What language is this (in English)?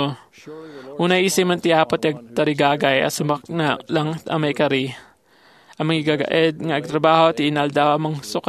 Iloko